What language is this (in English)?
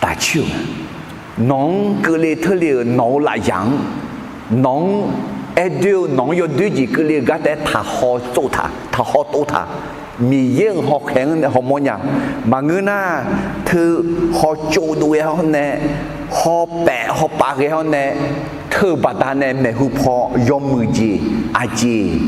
Akha